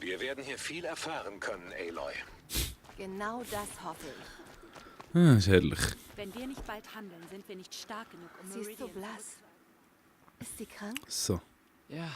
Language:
Swiss German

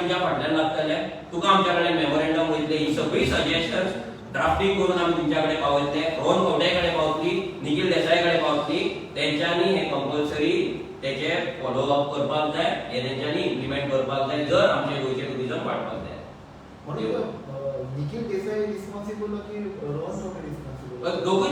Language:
Konkani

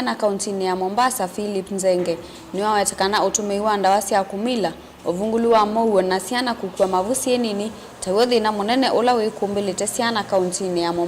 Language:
Kamba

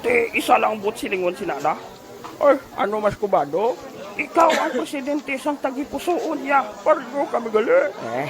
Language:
Hiligaynon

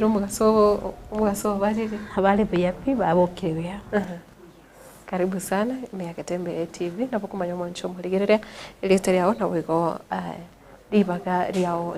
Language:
Gusii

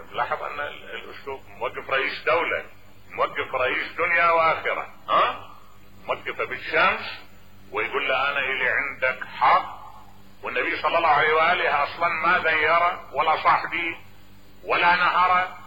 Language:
Mesopotamian Arabic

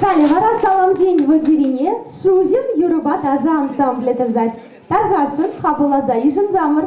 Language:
Chuvash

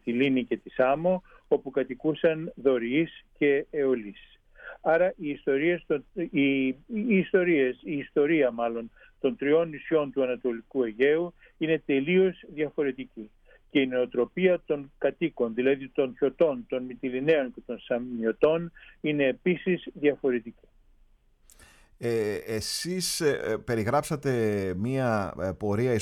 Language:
Greek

